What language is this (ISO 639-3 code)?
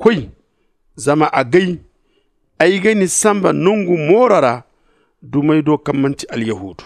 dje